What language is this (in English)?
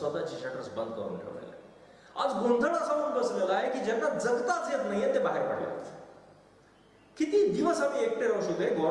Marathi